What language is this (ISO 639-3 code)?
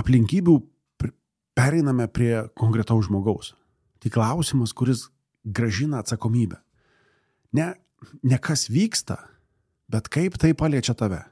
lit